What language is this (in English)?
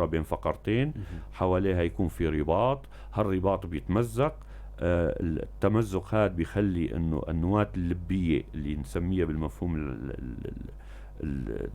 North Levantine Arabic